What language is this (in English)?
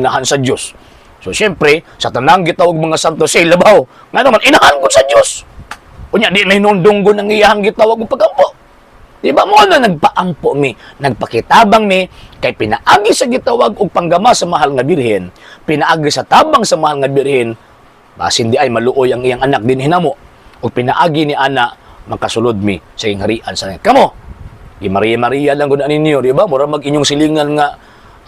Cebuano